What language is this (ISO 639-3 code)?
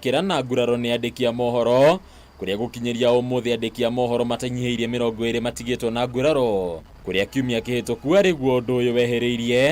kik